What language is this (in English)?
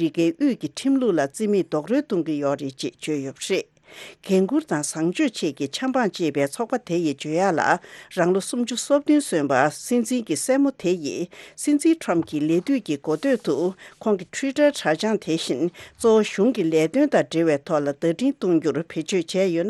Tibetan